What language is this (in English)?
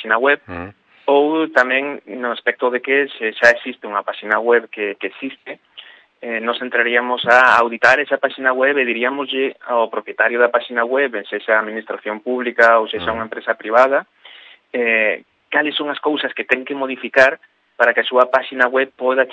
Galician